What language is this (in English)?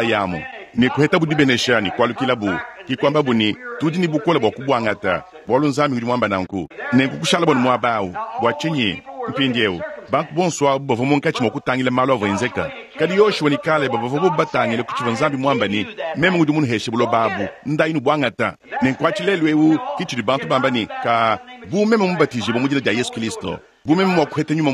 Luba-Lulua